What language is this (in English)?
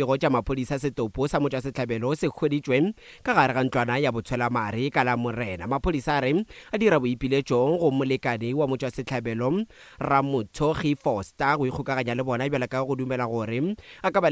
Northern Sotho